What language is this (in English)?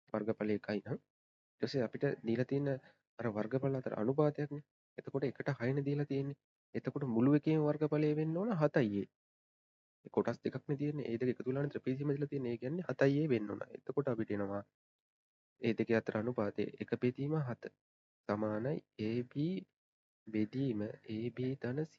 Sinhala